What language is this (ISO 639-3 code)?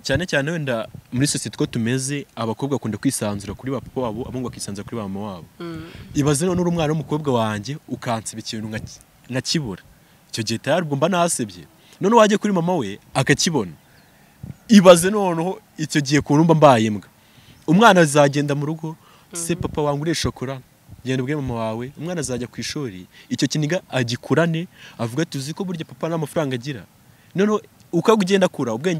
kin